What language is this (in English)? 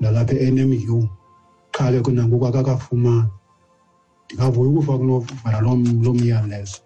Xhosa